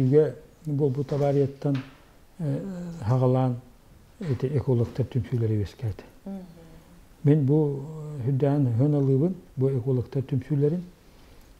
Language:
Yakut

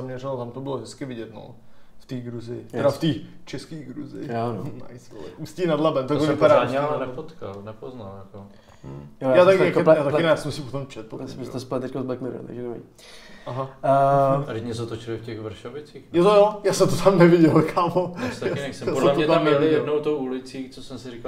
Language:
Czech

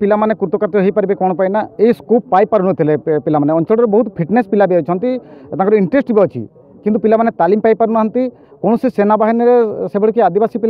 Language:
Odia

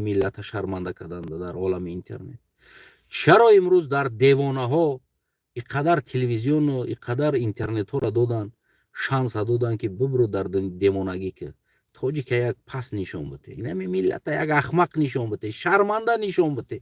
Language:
Tajik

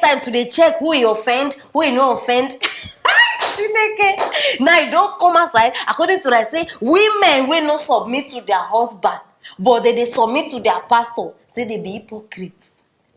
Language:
Nigerian Pidgin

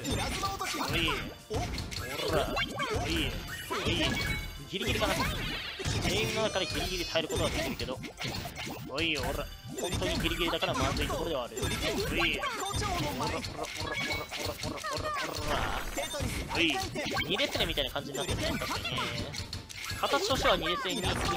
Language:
Japanese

